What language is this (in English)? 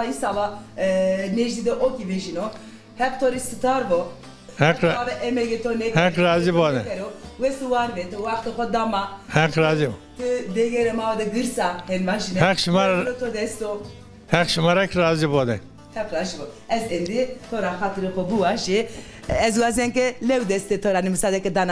Zaza